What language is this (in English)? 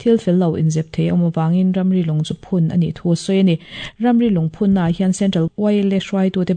Mizo